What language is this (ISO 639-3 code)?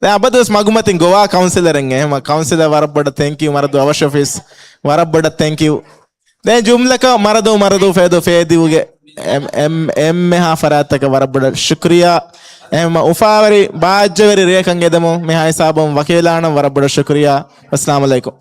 div